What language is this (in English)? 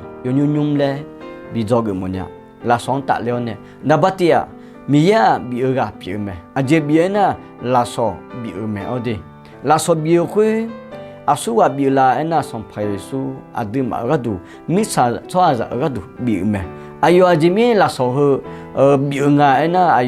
Akha